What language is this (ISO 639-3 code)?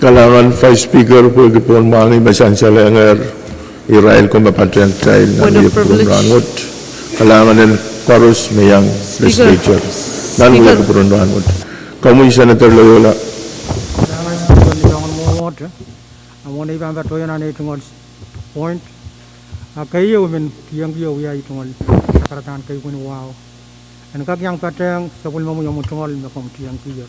pon